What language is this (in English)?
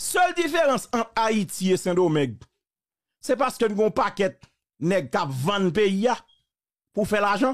Haitian Creole